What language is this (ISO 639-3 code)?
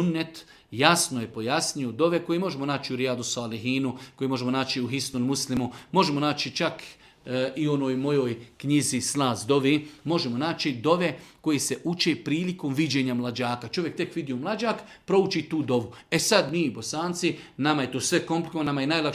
bos